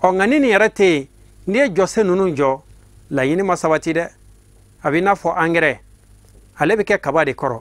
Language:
Bambara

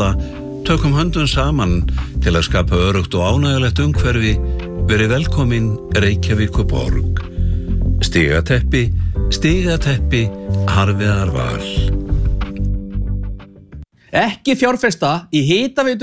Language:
Icelandic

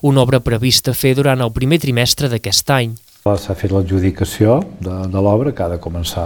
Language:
Catalan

